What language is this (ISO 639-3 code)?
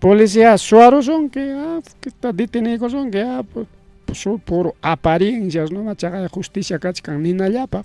quy